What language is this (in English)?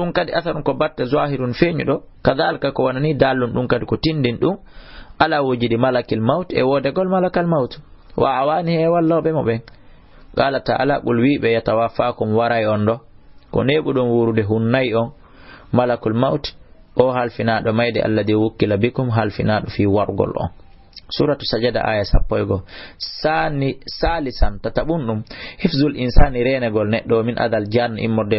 Fula